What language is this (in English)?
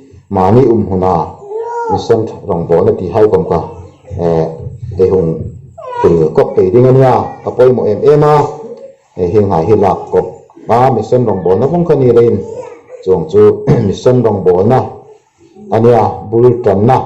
Hmar